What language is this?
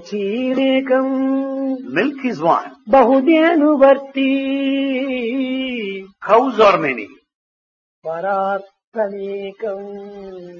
Telugu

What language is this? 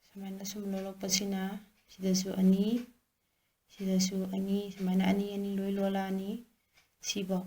Manipuri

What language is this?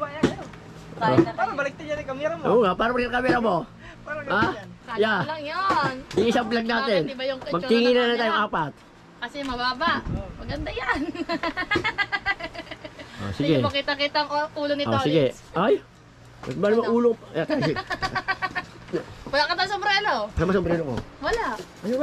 Filipino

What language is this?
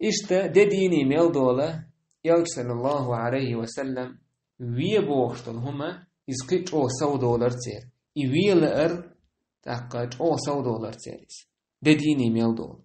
Chechen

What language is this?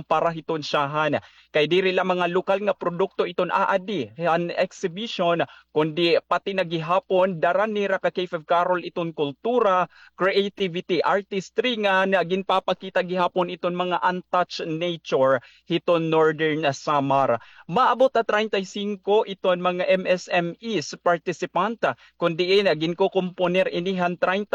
Waray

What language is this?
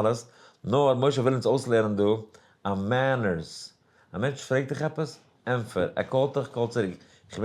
Yiddish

